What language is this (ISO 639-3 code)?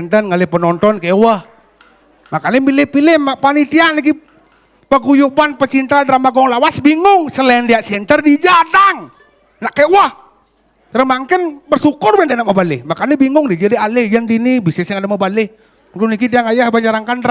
ban